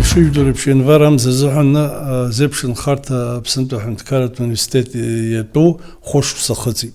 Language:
Abkhazian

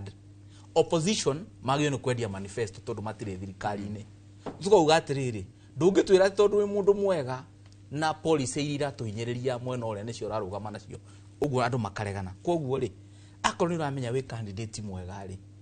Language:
Kikuyu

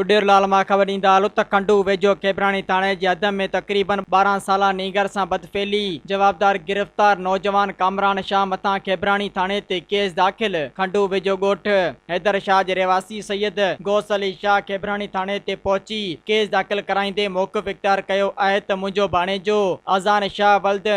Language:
Sindhi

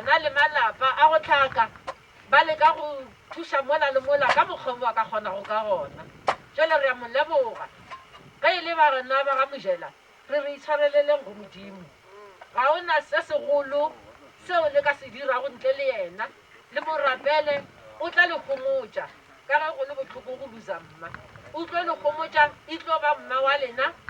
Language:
Northern Sotho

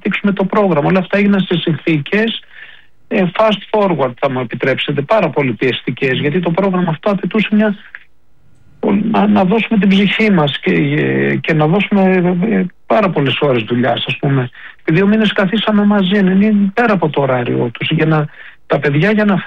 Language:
Greek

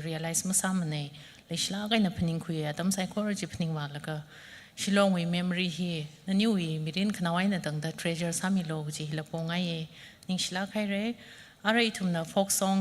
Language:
Tangkhul Naga (India)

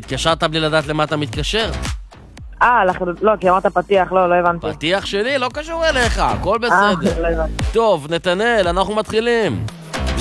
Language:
Hebrew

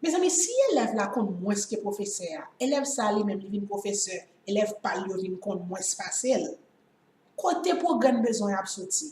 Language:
Haitian Creole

